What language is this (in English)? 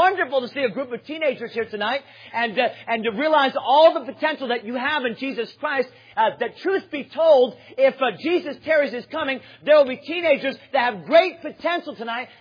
English